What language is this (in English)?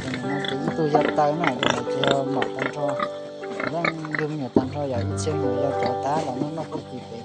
Hmong